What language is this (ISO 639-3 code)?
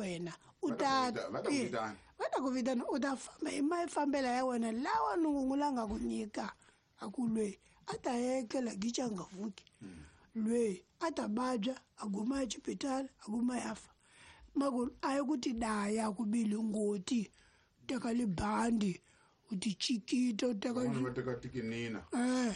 tso